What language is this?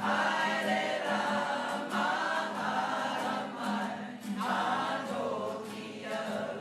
Māori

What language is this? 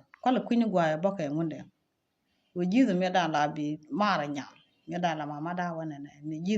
Nuer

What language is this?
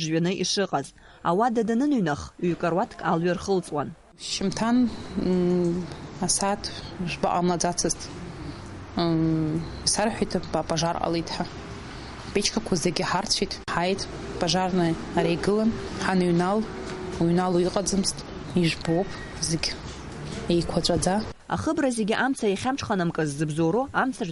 Abkhazian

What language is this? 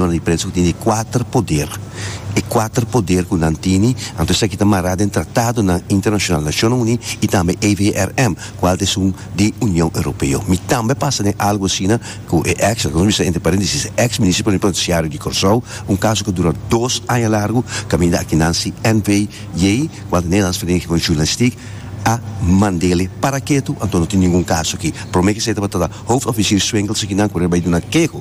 Papiamento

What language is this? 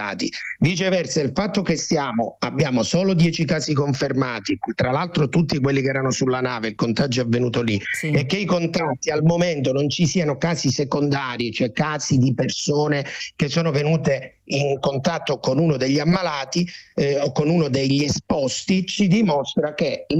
Italian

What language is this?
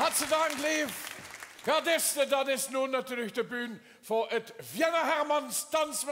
Limburgish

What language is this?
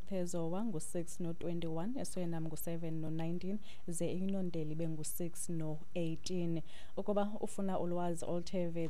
Xhosa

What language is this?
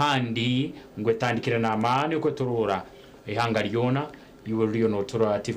Nyankole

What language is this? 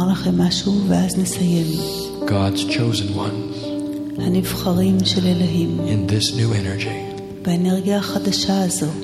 Hebrew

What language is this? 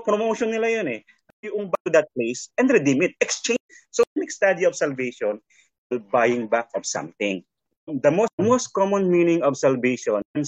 Filipino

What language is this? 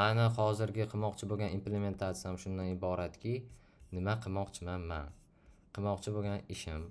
Uzbek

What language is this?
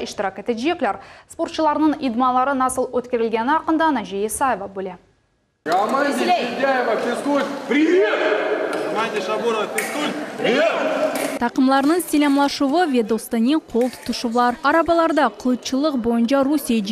Crimean Tatar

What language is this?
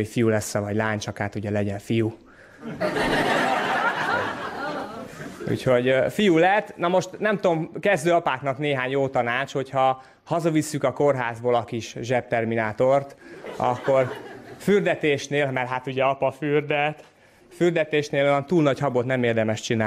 Hungarian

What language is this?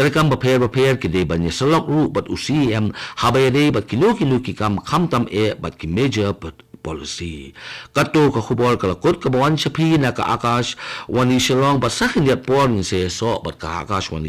Khasi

